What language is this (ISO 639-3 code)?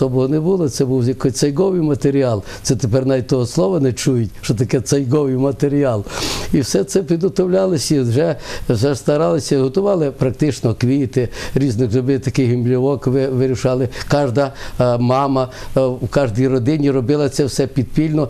ukr